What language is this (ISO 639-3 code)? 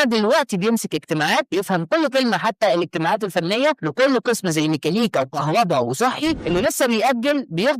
arz